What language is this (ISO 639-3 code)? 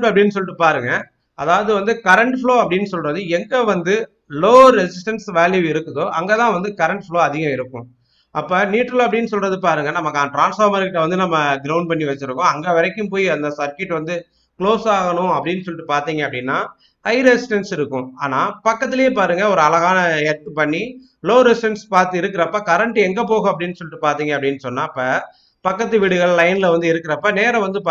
tam